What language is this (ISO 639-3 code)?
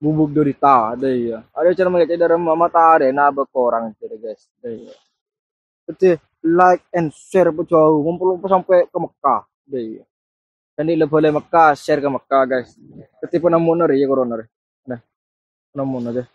mad